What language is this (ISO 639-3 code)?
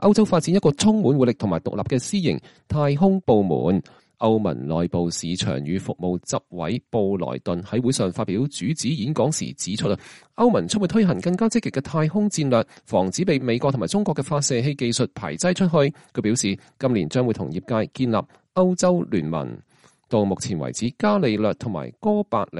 yue